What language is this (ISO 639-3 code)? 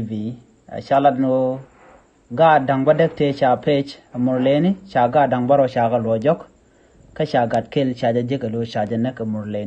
nus